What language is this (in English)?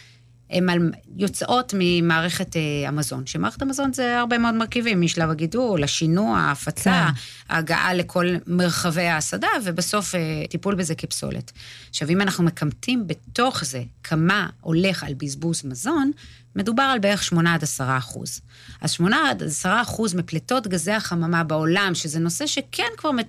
Hebrew